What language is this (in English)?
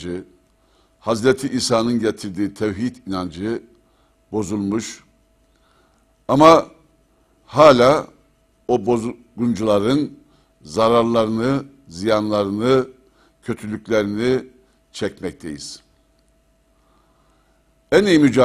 Turkish